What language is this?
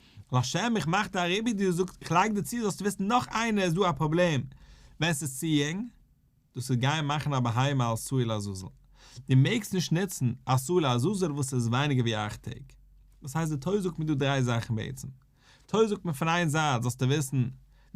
Yiddish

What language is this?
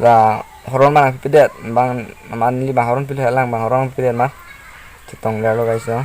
Karbi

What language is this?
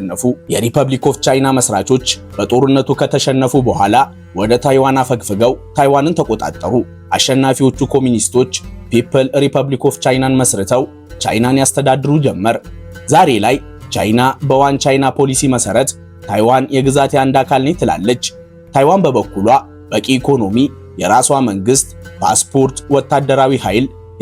Amharic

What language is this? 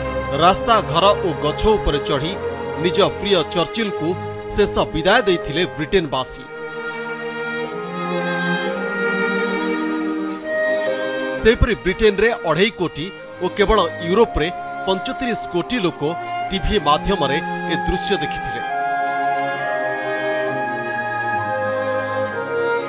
Odia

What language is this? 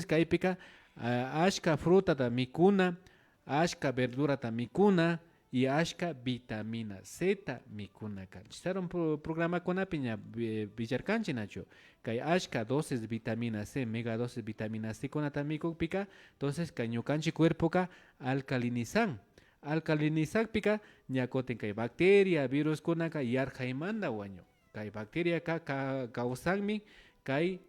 Imbabura Highland Quichua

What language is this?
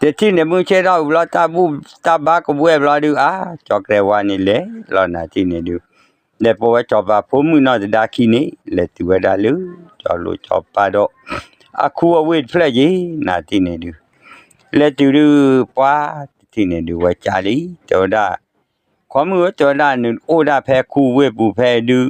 S'gaw Karen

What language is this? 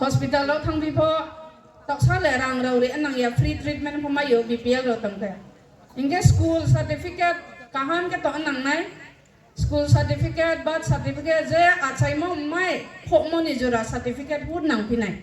Riang (India)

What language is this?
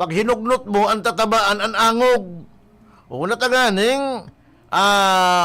Bikol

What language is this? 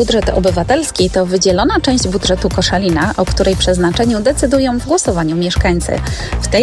Polish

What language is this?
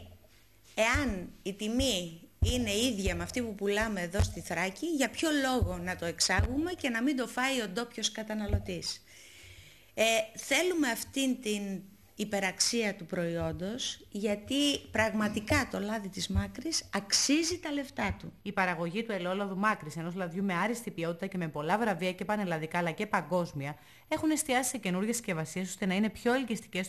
Greek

